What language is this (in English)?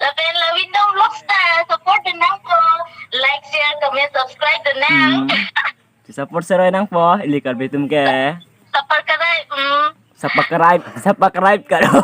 Karbi